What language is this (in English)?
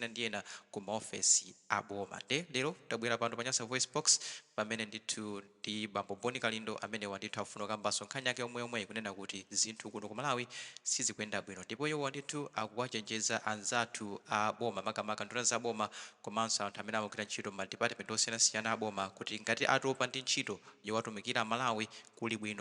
Nyanja